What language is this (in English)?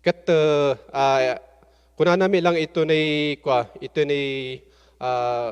Iloko